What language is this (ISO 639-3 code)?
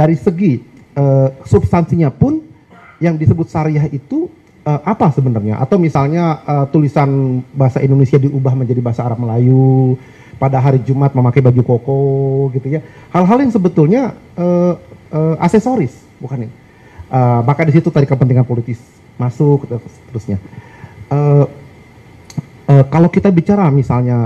ind